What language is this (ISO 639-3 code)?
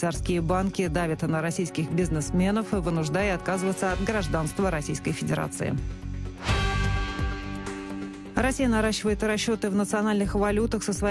rus